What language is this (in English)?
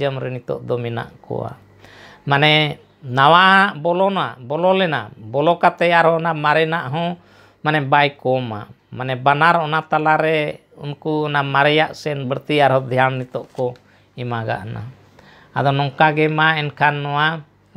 Santali